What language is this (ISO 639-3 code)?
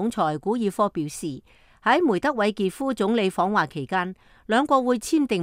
yue